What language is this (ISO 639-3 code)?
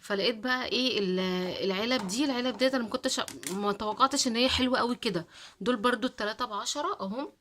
arz